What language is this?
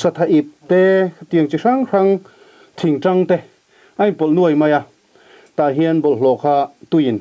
Mizo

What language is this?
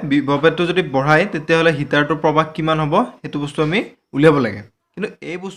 Assamese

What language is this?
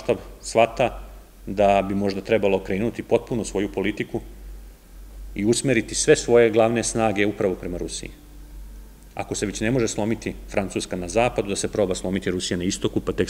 Serbian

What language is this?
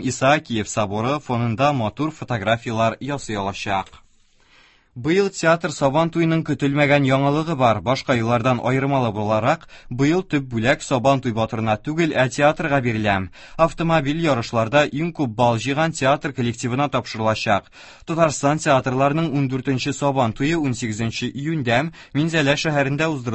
Tatar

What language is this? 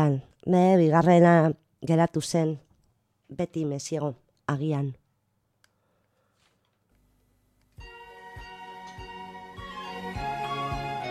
Basque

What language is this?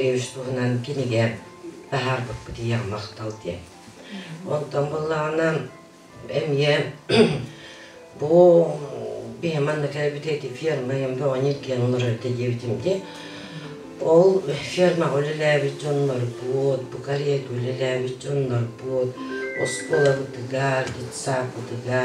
Yakut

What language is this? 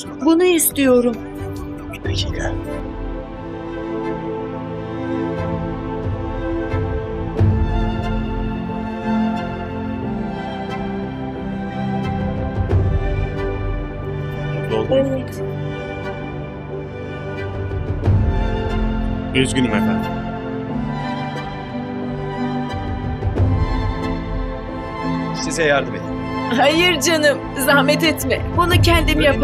Turkish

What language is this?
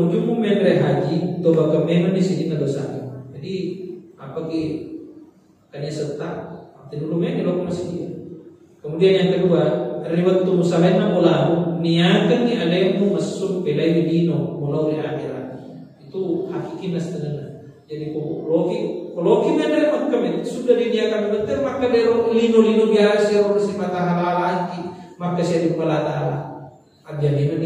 Buginese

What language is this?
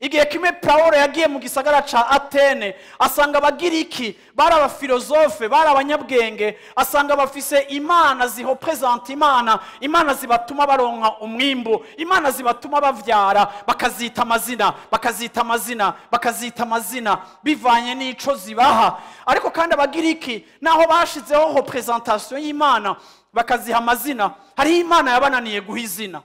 Rundi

